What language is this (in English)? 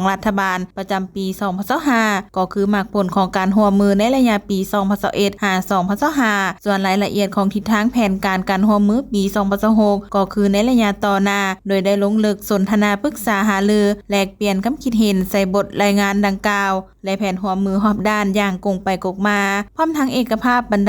Lao